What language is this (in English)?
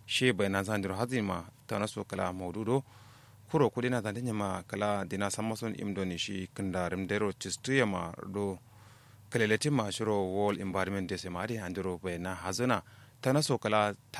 Kanuri